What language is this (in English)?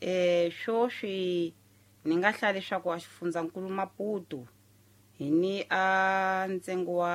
Tsonga